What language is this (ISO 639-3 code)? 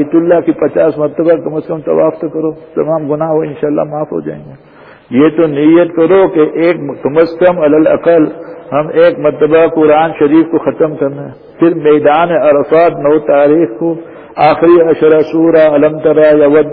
urd